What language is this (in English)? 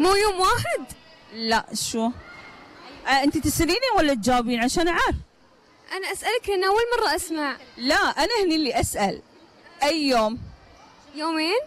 Gulf Arabic